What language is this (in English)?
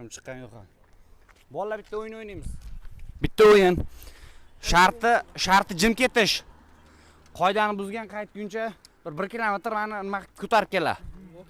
Uzbek